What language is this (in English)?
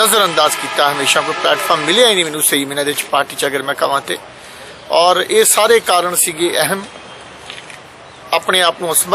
Punjabi